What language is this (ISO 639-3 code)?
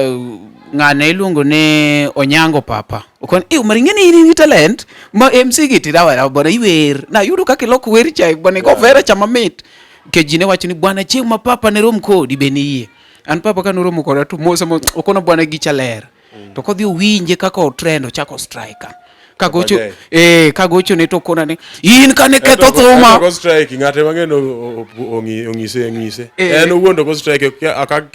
luo